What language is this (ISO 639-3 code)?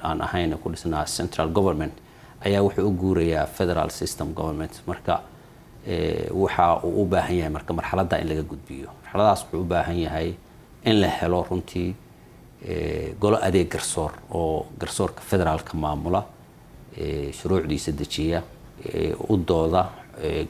som